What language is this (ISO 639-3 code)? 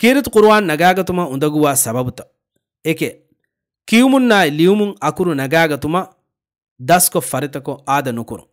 div